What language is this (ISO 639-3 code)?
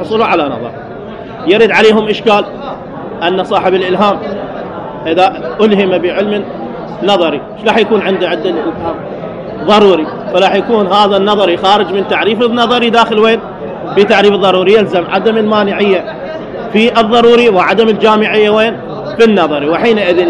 acm